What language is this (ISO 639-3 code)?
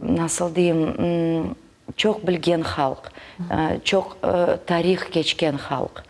crh